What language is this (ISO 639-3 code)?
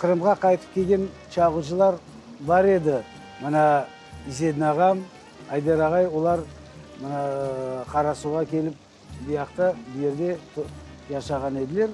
crh